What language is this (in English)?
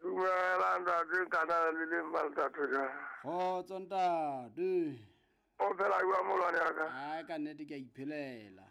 Southern Sotho